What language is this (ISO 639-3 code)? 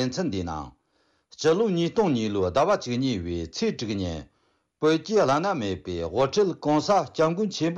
bod